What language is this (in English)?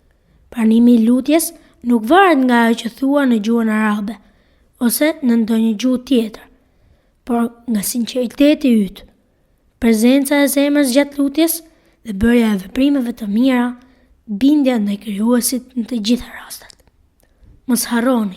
Albanian